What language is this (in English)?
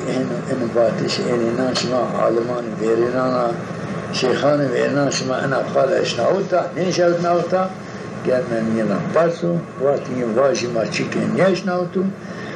Zaza